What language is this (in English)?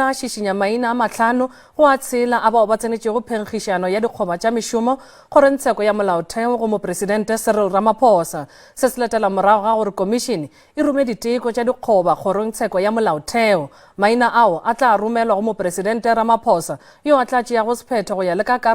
Northern Sotho